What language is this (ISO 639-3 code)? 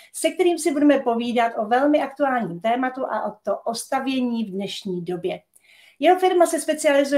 ces